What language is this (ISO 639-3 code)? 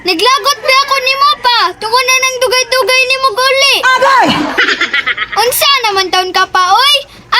ceb